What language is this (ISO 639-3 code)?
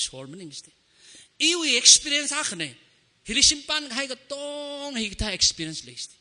nmf